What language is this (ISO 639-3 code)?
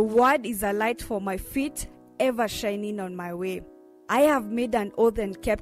kam